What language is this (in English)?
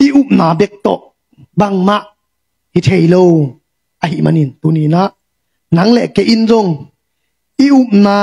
Tedim Chin